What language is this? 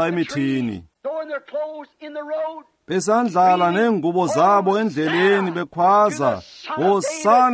Xhosa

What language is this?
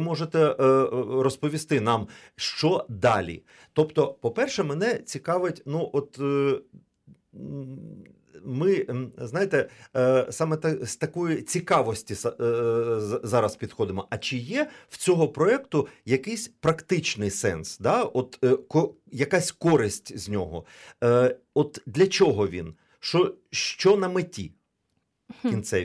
Ukrainian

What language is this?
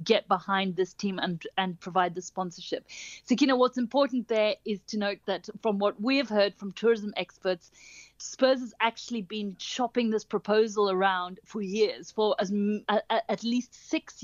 English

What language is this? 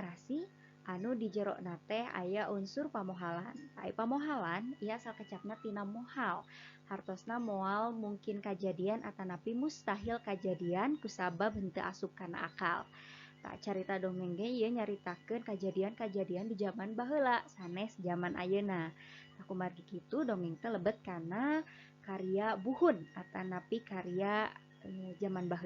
Sundanese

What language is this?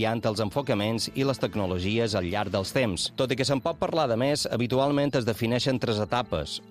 Catalan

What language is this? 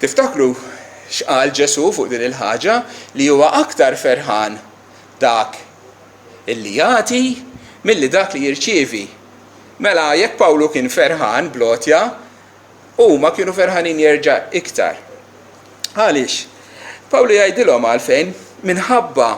Maltese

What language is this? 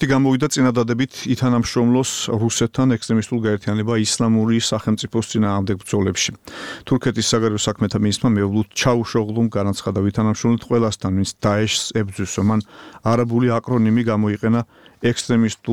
Georgian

